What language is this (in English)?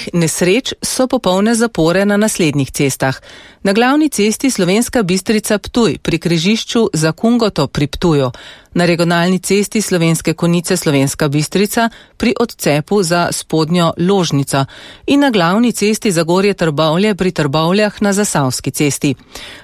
Slovenian